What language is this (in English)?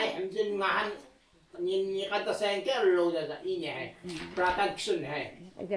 Taroko